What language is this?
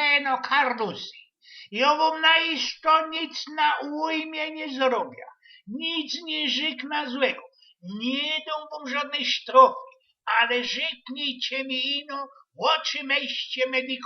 Silesian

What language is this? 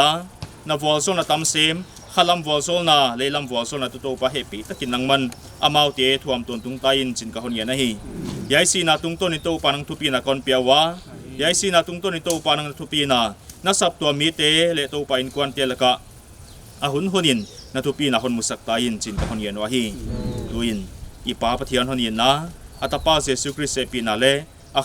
Paite Chin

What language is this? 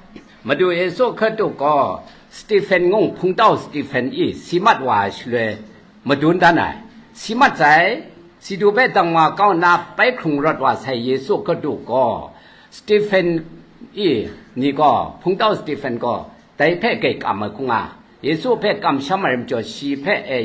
Kachin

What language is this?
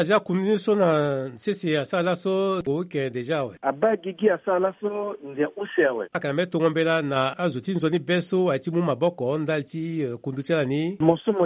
Sango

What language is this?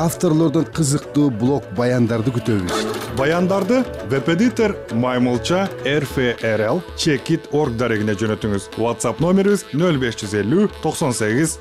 Kyrgyz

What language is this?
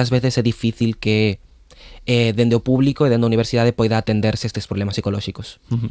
Galician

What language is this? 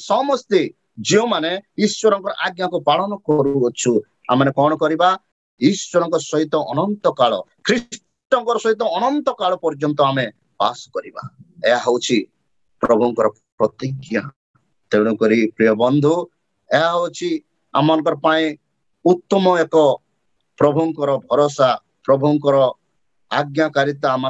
Odia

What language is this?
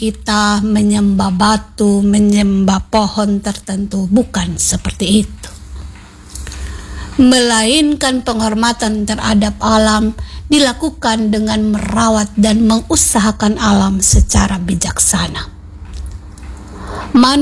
Indonesian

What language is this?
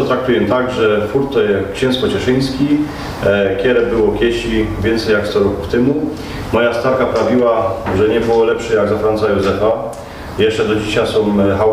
Silesian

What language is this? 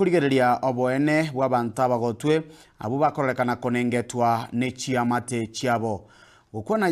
Gusii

